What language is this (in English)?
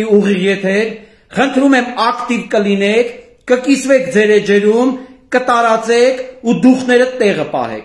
Armenian